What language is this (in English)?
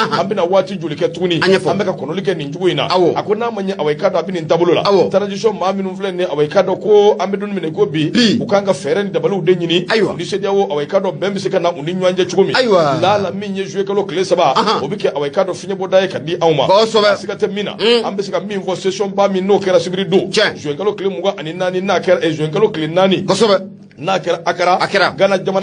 Bambara